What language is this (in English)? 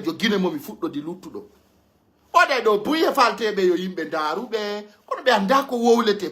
Pular